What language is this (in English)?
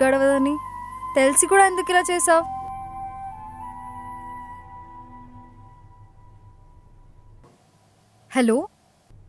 Telugu